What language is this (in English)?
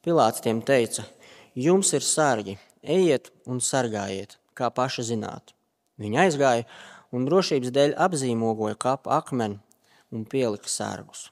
Latvian